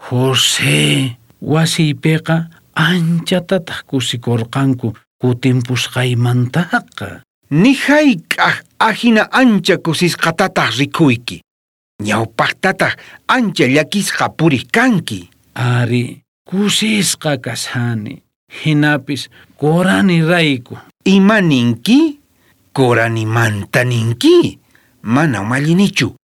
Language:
South Bolivian Quechua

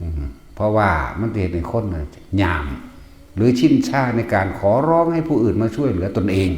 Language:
Northeastern Thai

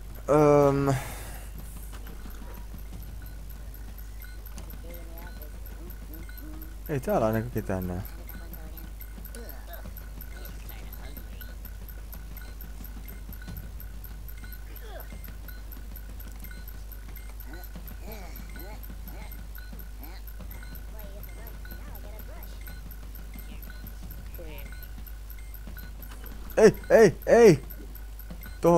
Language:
Finnish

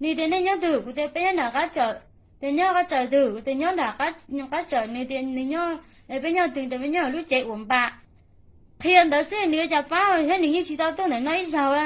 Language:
Hmong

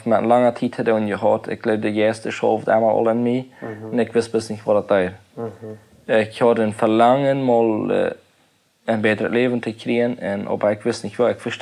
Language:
Plautdietsch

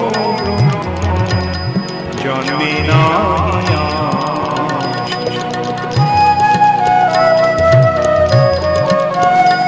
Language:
Bangla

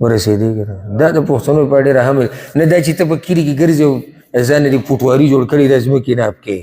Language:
Pashto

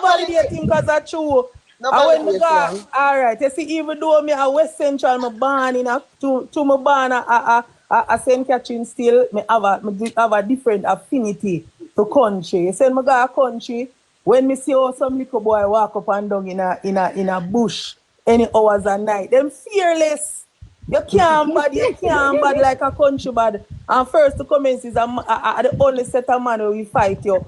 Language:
Jamaican Creole English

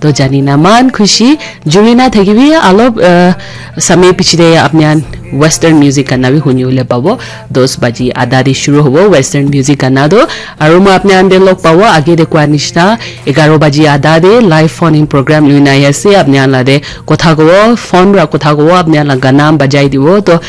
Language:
Naga Pidgin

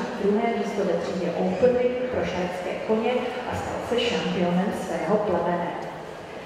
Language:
Czech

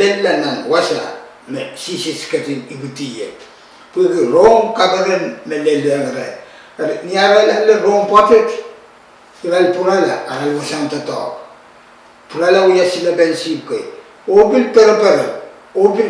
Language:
Pohnpeian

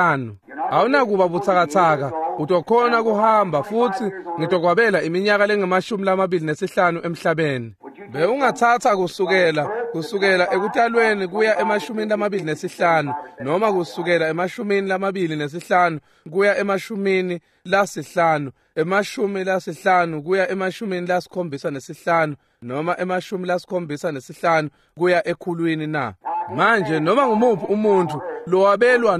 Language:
Swati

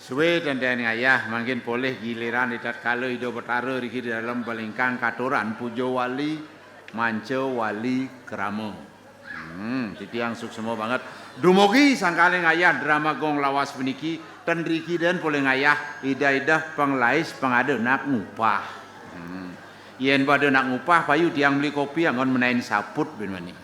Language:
Balinese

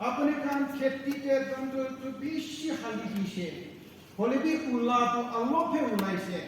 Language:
Naga Pidgin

